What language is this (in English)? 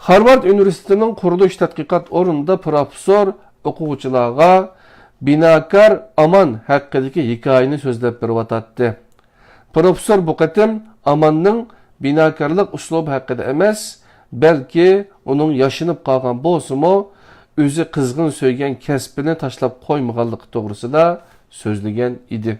Uyghur